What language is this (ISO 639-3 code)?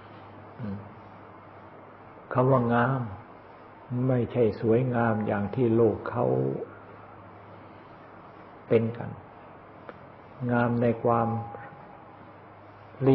tha